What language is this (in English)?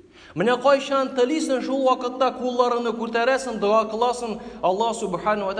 Tatar